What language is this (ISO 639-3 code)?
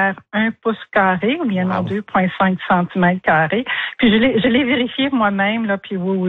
fra